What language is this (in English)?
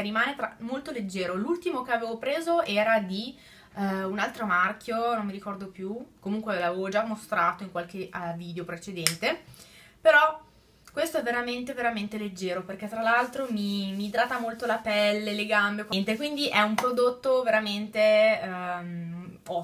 Italian